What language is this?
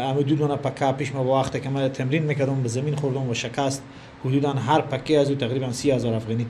Persian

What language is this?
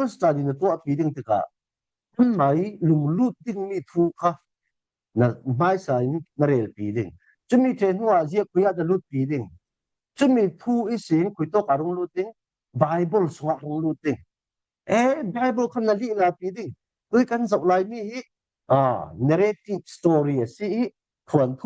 Falam Chin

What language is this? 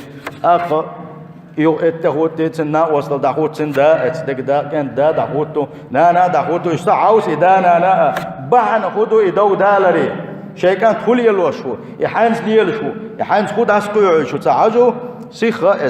Chechen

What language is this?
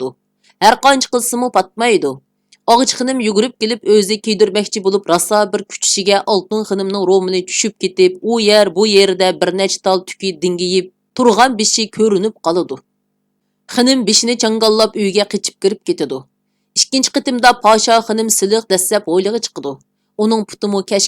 Uyghur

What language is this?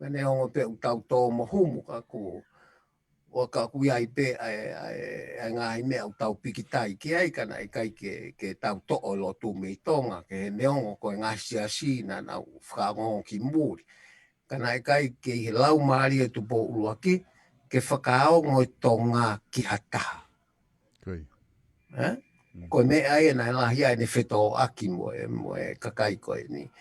Tongan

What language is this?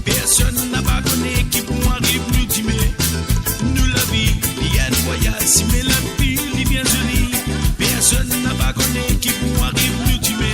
Morisyen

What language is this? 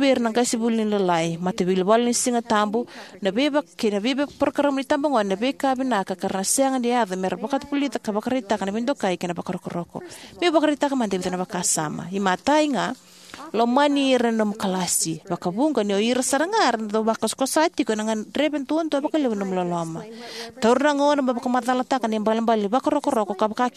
Fijian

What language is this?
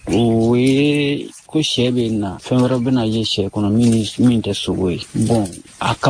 Bambara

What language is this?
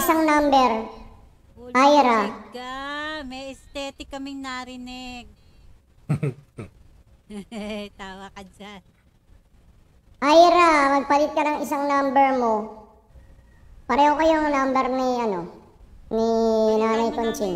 Filipino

